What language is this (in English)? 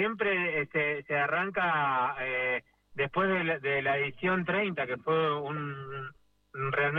Spanish